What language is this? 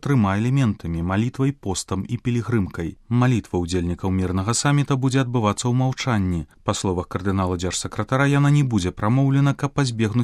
Belarusian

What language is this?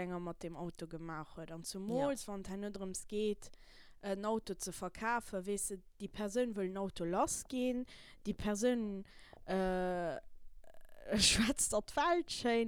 Luxembourgish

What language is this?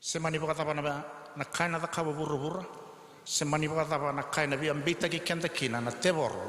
Fijian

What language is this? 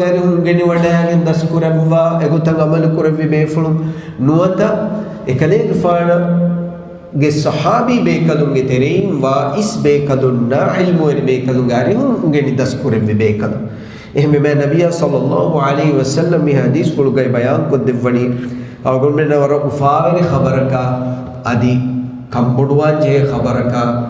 Divehi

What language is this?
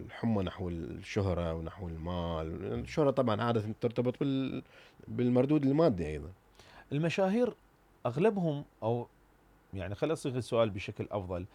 Mesopotamian Arabic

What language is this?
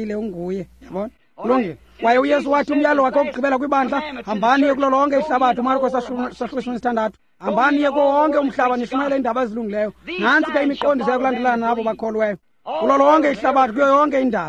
Xhosa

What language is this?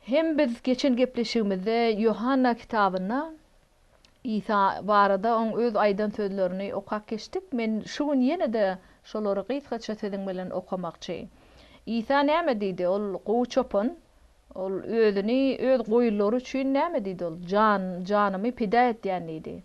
Turkmen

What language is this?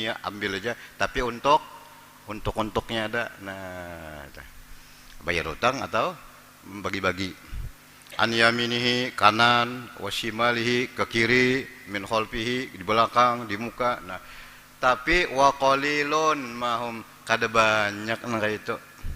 Banjar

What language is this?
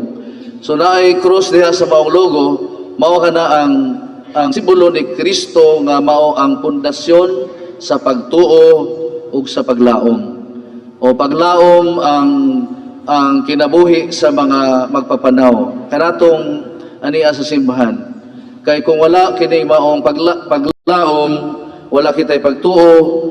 Cebuano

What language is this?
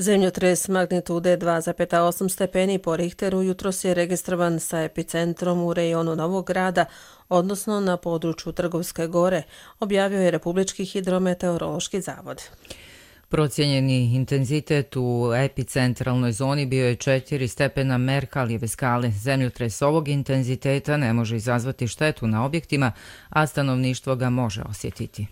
Serbian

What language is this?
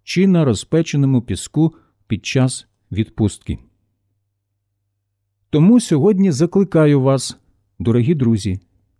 Ukrainian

